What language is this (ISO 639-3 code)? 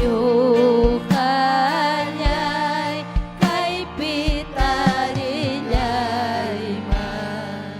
quy